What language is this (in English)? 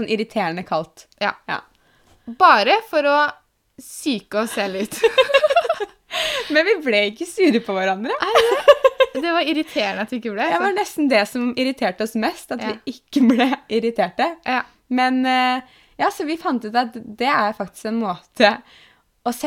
Norwegian